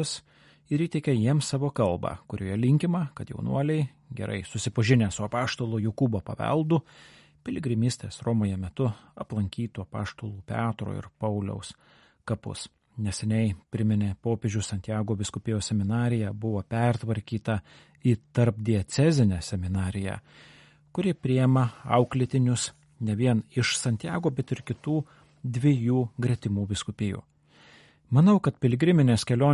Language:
Lithuanian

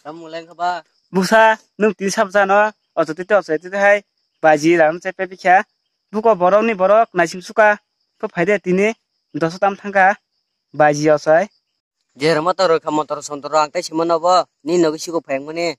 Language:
Kok Borok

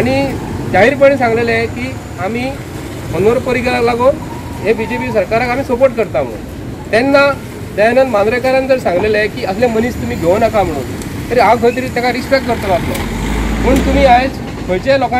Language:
Konkani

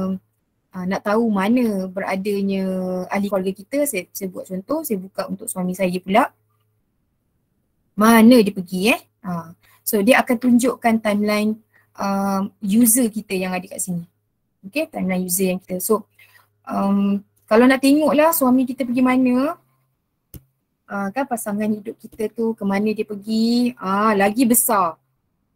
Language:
Malay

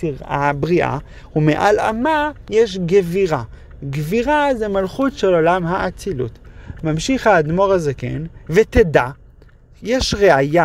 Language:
Hebrew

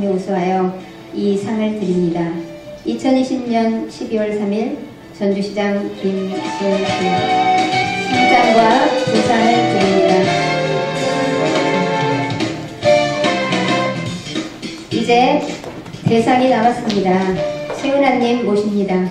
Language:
Korean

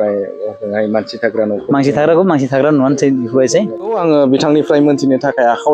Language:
Bodo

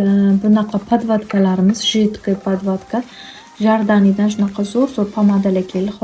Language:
Uzbek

